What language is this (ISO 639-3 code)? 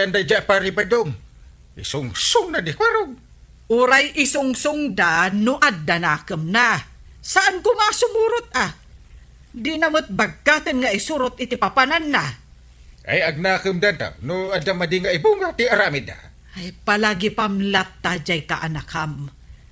ilo